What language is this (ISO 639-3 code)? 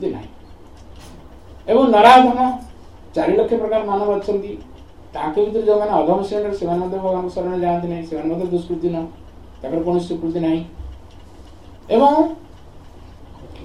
ori